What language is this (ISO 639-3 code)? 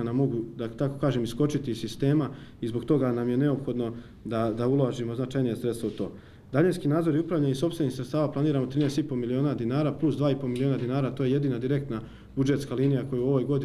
srp